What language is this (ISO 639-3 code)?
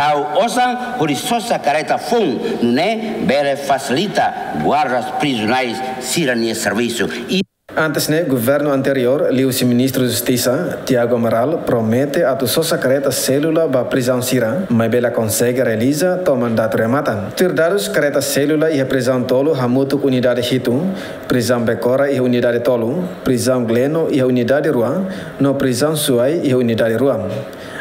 tet